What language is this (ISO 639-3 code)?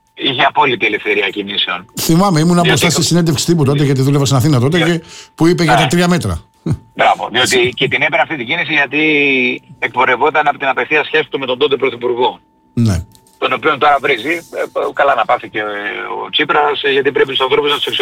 ell